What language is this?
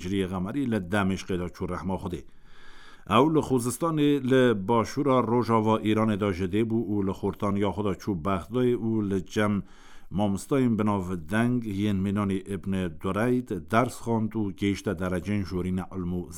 Kurdish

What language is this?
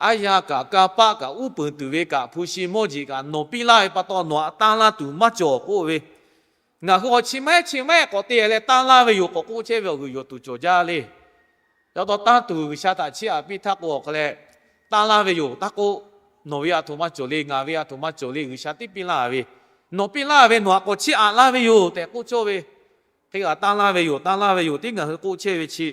Lahu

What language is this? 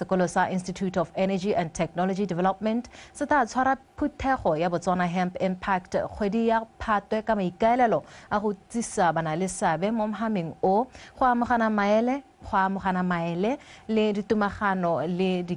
Tswana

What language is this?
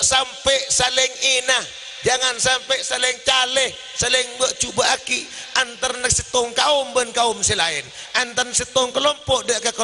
Madurese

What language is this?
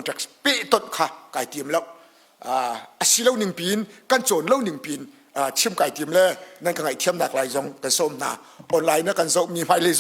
Hakha Chin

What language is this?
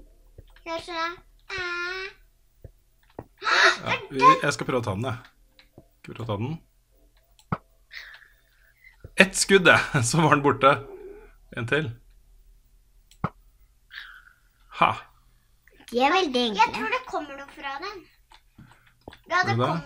Norwegian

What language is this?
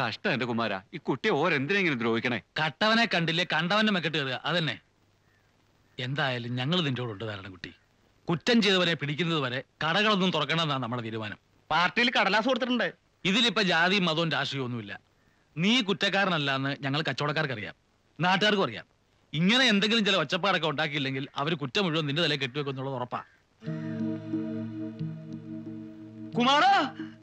Malayalam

